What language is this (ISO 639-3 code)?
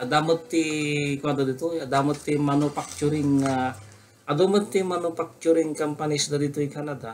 ilo